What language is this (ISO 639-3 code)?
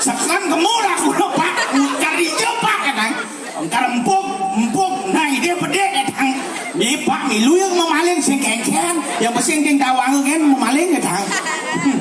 ban